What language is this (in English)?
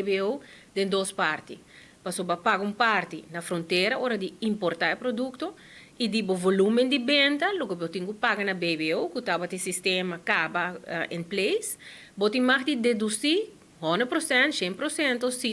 Papiamento